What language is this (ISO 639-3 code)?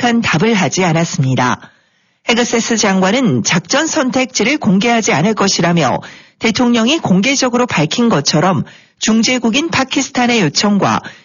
kor